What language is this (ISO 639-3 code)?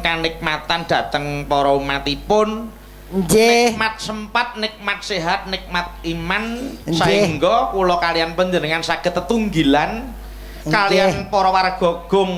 jav